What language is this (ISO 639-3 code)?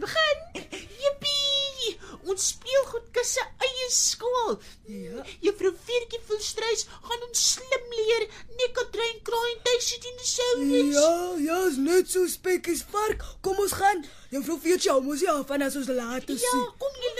afr